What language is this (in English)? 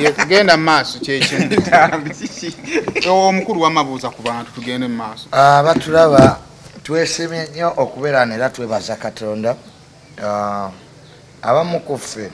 Ganda